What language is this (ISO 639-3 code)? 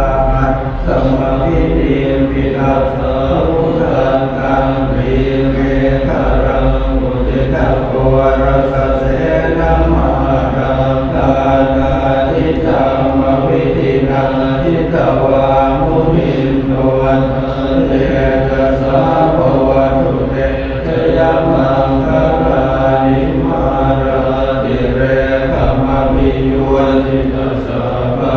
pli